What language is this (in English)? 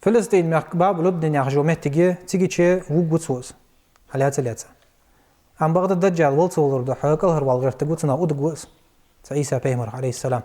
Ingush